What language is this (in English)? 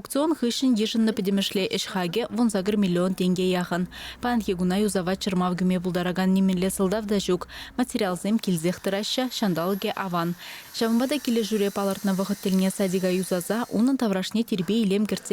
Chuvash